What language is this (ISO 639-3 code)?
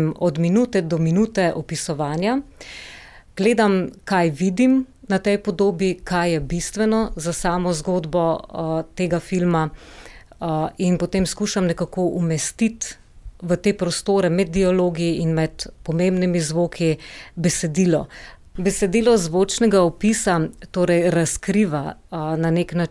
slv